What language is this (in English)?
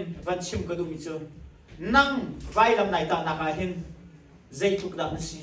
Hakha Chin